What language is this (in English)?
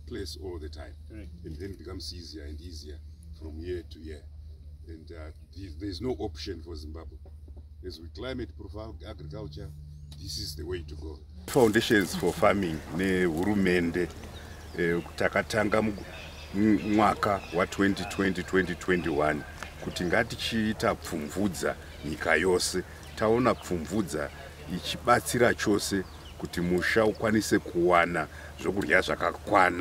Shona